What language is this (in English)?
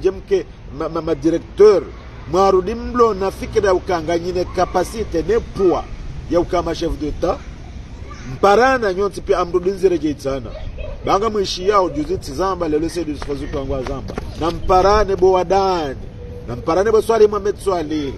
Swahili